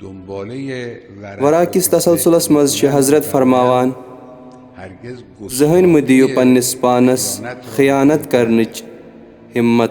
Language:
Kashmiri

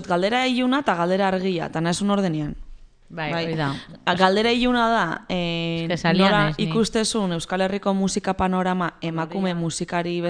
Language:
Basque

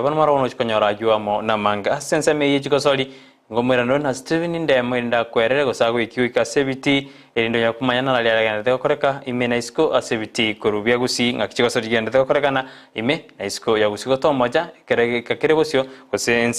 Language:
Gusii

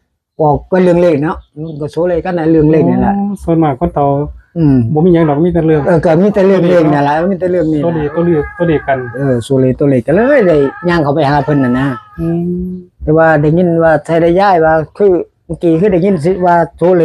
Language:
Northeastern Thai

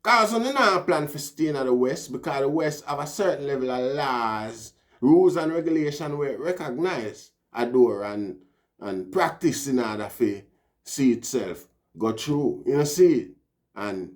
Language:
Jamaican Creole English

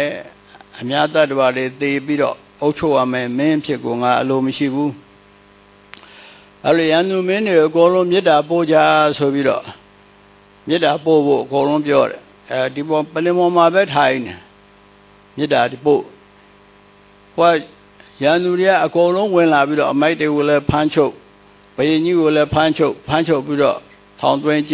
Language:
Burmese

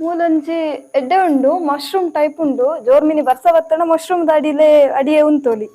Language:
Tulu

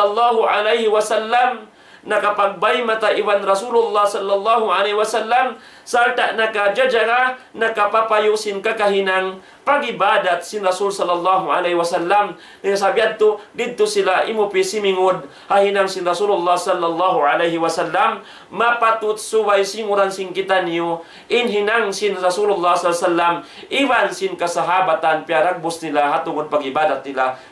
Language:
Tausug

